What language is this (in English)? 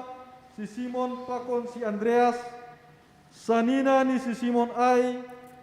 Batak Simalungun